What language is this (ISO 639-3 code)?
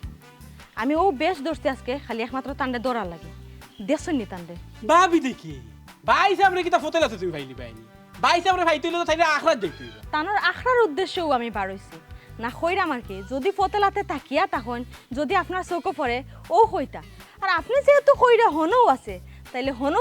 syl